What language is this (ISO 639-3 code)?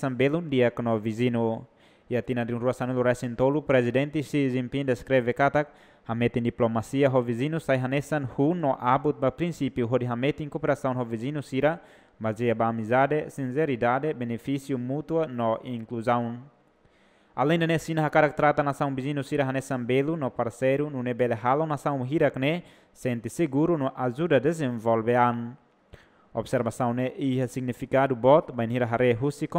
tet